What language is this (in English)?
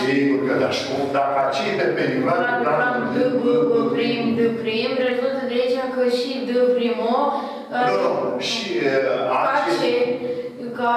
Romanian